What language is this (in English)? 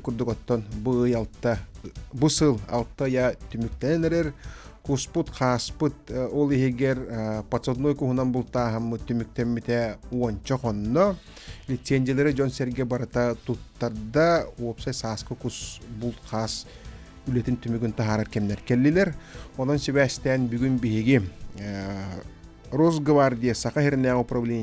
Yakut